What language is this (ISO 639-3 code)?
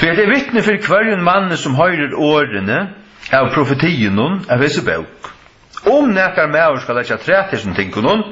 fao